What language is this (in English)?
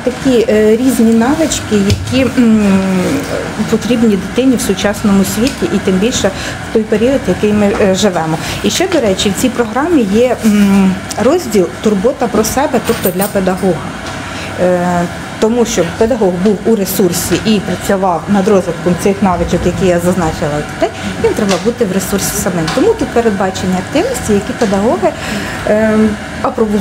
Ukrainian